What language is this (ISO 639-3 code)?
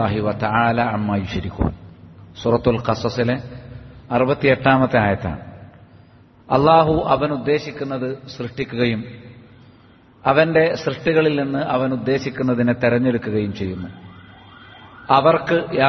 mal